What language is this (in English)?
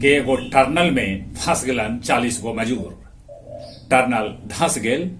Magahi